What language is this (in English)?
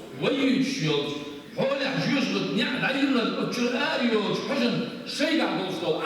Chechen